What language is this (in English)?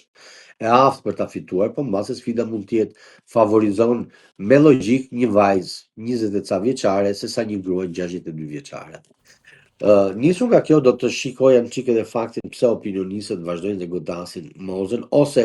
Albanian